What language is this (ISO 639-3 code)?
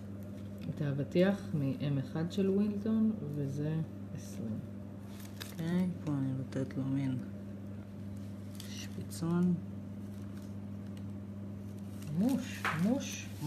heb